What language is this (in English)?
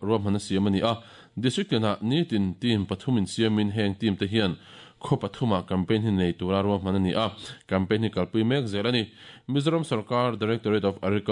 Mizo